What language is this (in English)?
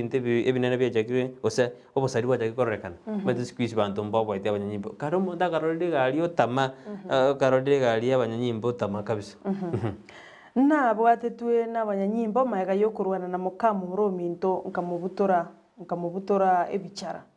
Gusii